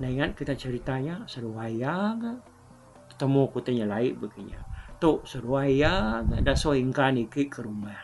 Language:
Iban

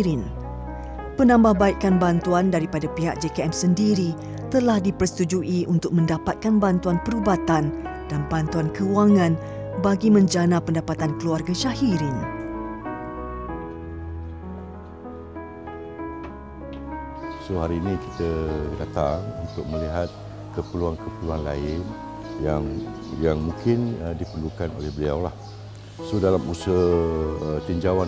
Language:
Malay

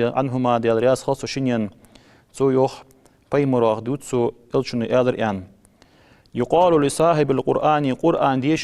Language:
Ingush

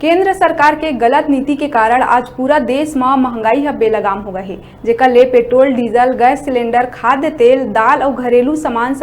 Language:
Chhattisgarhi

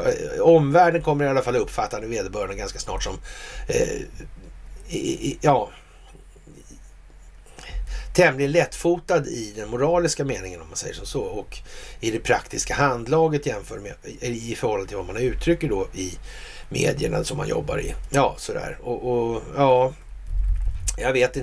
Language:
Swedish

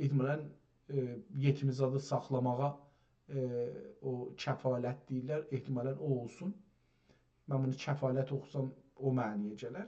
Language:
South Azerbaijani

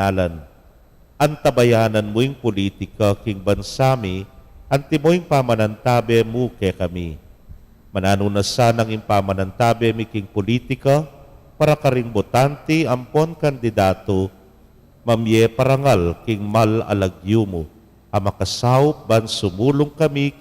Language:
Pampanga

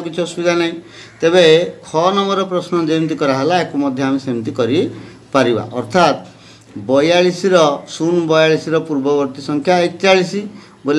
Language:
Odia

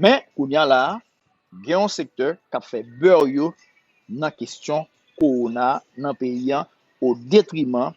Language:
Haitian Creole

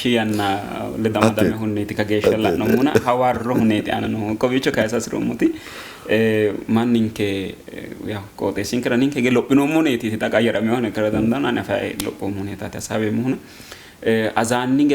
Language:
Sidamo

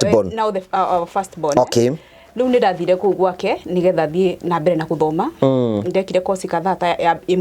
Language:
Kikuyu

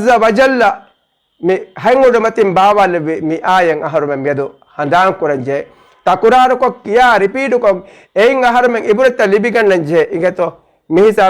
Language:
Divehi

